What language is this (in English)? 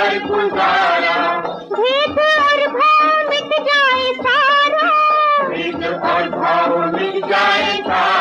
Hindi